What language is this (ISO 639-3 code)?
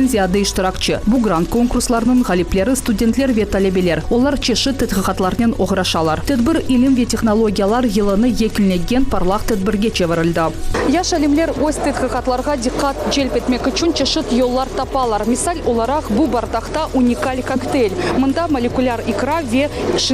crh